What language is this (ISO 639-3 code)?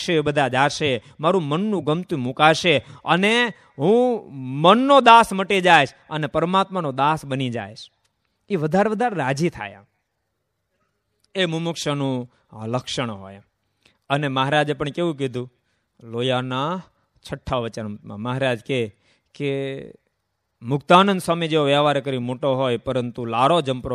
guj